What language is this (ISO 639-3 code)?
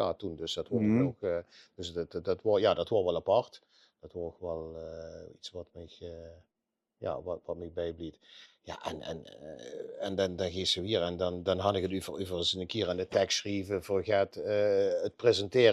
lim